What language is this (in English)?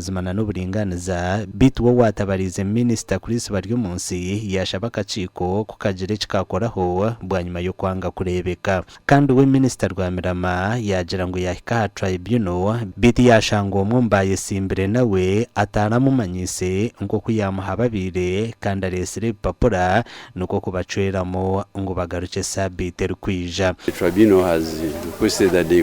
Nyankole